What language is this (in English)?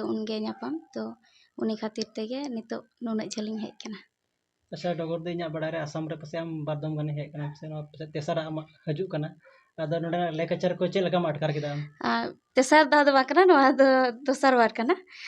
Santali